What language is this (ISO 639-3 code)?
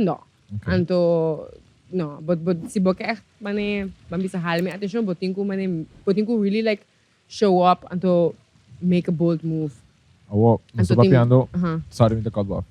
pap